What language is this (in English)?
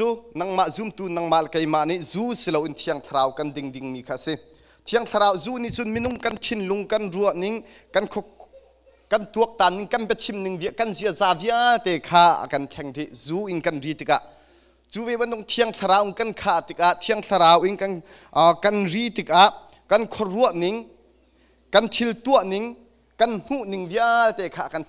Hakha Chin